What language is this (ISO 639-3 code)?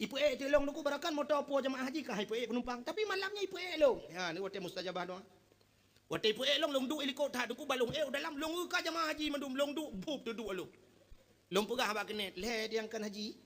ace